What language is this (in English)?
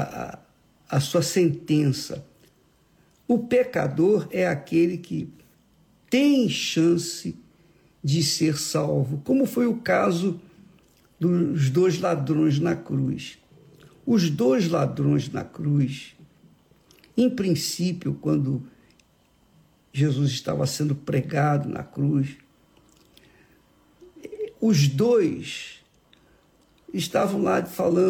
Portuguese